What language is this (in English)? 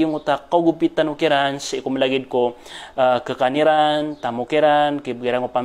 Maranao